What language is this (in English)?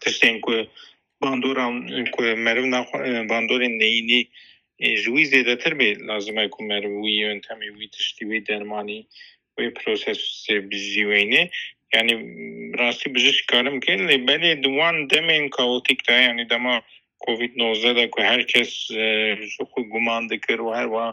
Kurdish